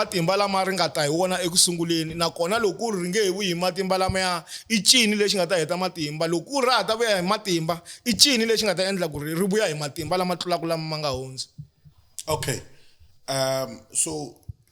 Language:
Tsonga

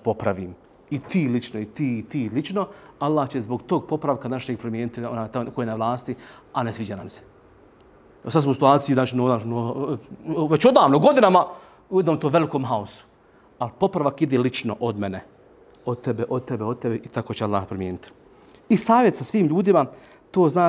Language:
Bosnian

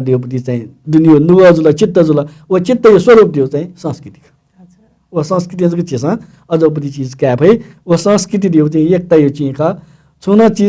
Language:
Newari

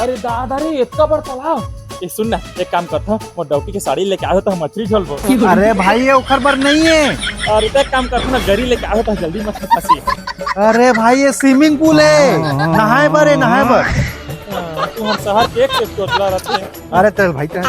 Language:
Chhattisgarhi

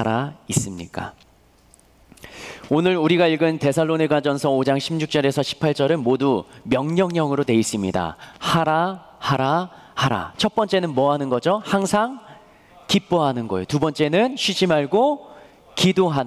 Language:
Korean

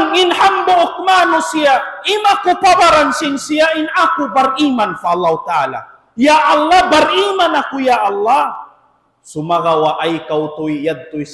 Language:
Tausug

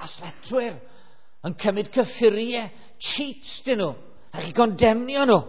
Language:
Welsh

